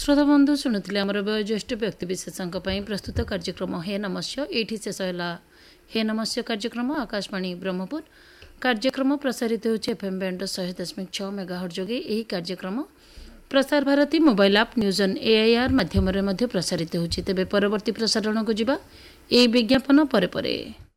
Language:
Odia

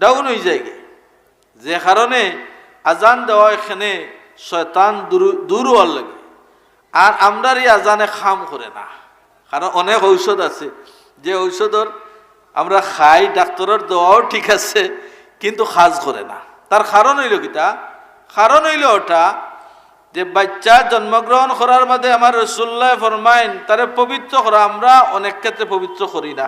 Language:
Sylheti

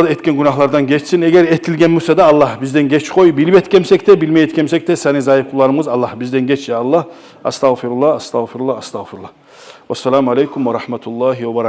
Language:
Kumyk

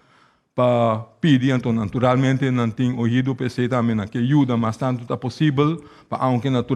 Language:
Papiamento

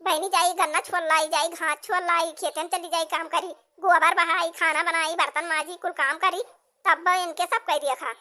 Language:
Awadhi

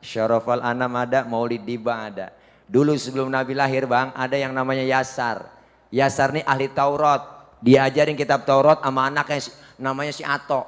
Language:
Betawi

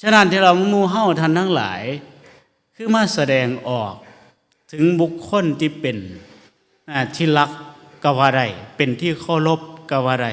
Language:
Northeastern Thai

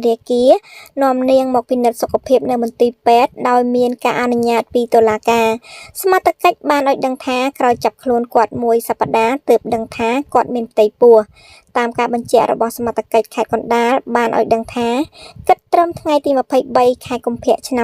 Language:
Khmer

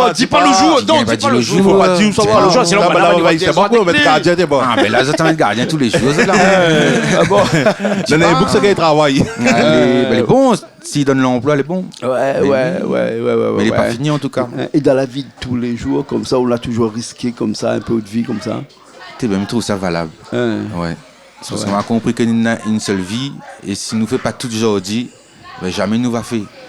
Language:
Réunion Creole French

